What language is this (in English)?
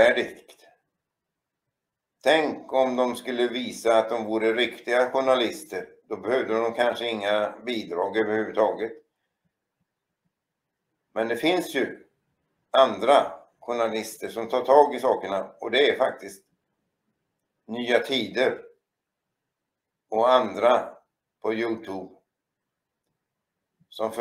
Swedish